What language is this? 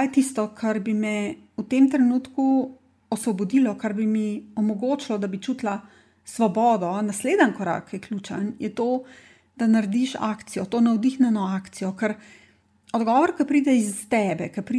Slovenian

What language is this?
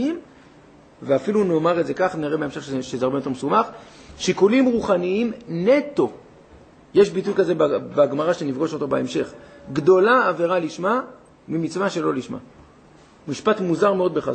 Hebrew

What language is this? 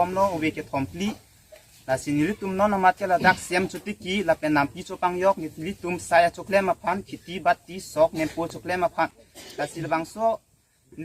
Karbi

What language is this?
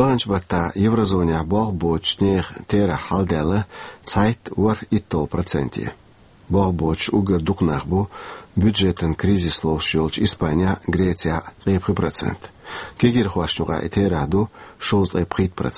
Chechen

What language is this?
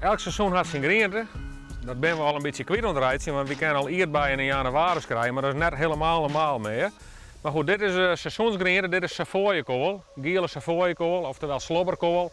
Western Frisian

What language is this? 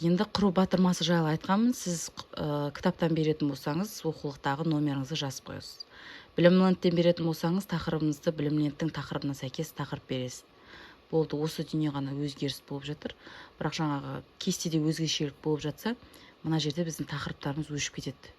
Kazakh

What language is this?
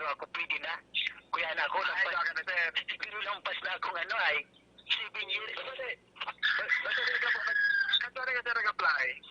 Bikol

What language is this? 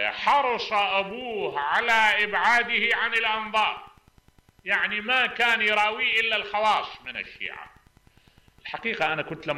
Mesopotamian Arabic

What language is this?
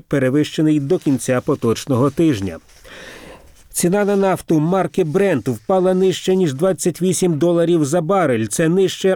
Ukrainian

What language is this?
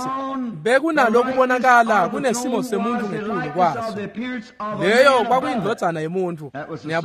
Swati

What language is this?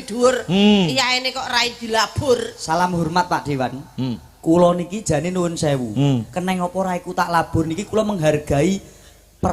Javanese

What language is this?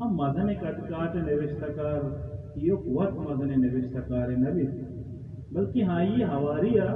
Baluchi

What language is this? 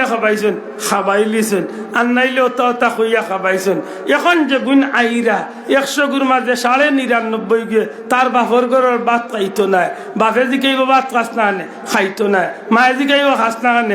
Sylheti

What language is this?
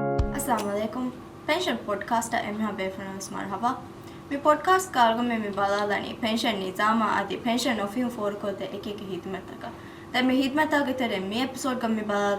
Divehi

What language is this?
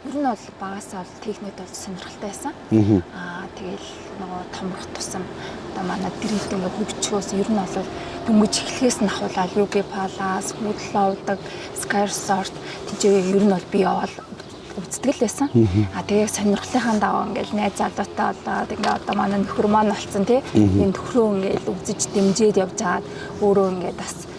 Mongolian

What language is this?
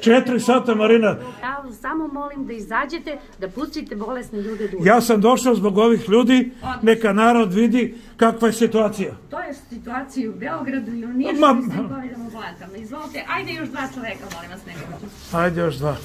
Macedonian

